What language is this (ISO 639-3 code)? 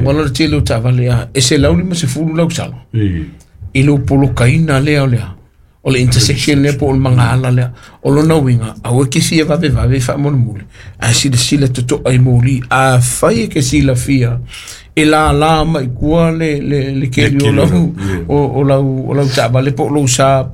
smo